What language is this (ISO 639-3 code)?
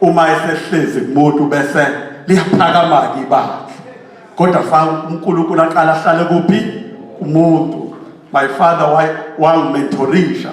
zul